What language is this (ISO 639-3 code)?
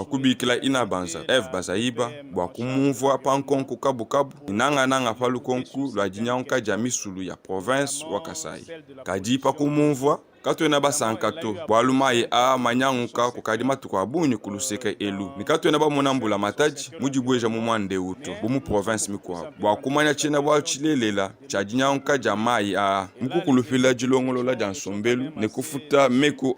lua